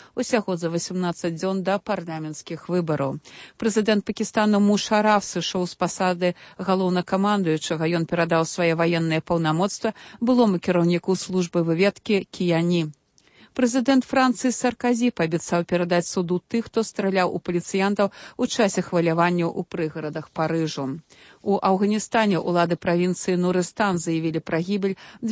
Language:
Belarusian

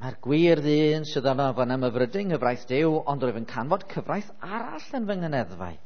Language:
Welsh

